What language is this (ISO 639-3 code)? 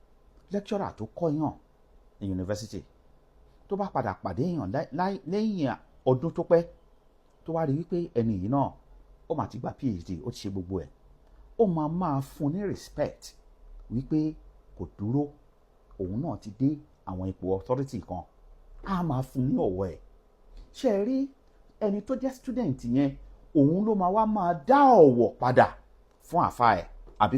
yor